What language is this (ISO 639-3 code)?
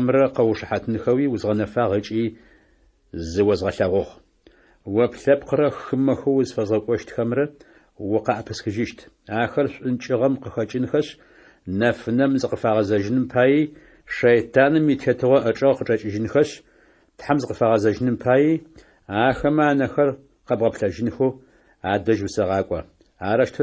ady